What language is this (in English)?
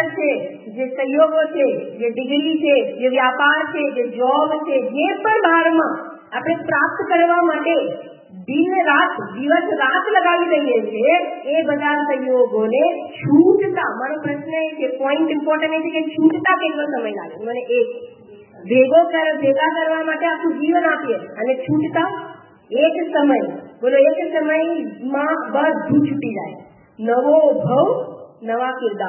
Gujarati